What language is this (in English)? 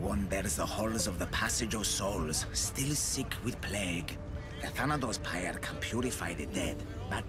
English